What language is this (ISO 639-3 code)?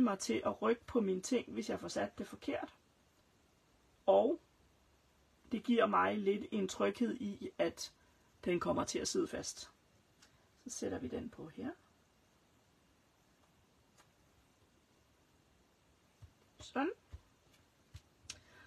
dan